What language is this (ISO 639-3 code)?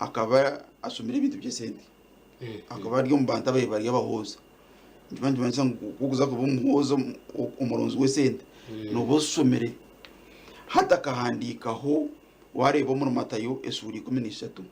nyn